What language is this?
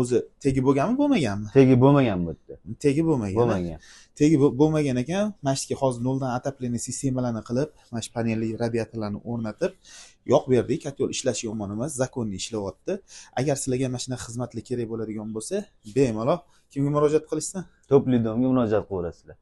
Uzbek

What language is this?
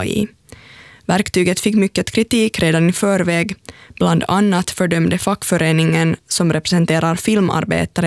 Swedish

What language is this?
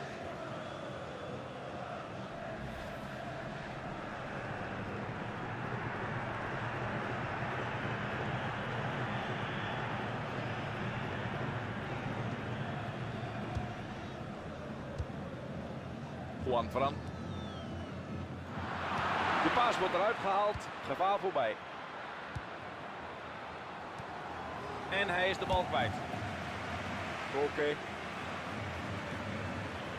Dutch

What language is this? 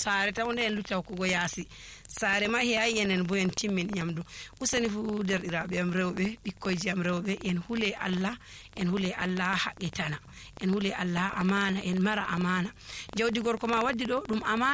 Nigerian Fulfulde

